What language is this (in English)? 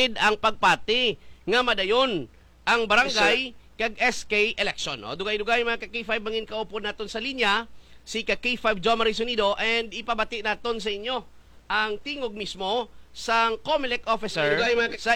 Hiligaynon